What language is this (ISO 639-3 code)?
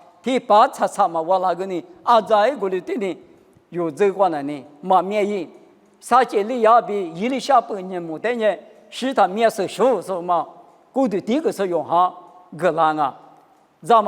lis